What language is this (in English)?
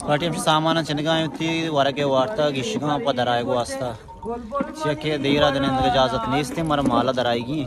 Baluchi